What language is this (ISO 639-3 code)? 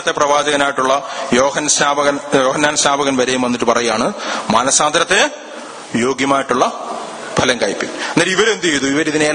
mal